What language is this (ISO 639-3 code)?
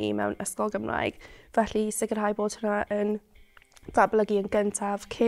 cym